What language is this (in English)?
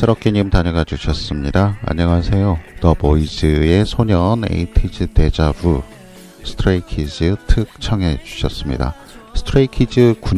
Korean